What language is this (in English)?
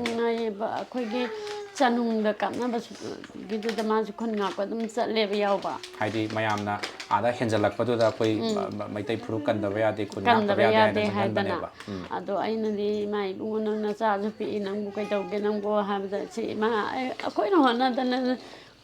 Manipuri